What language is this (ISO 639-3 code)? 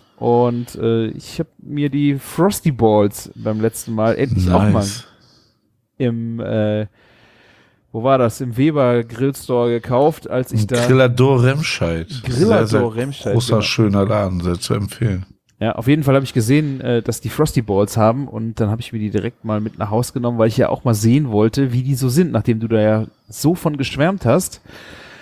deu